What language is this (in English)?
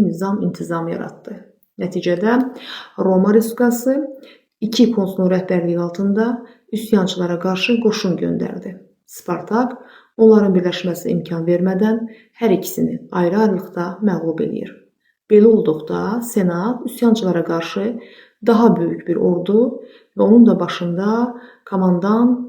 Azerbaijani